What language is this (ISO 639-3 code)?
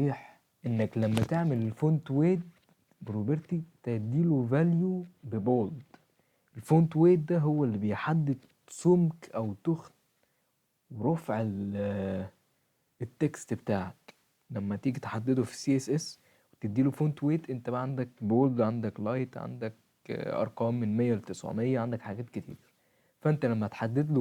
arz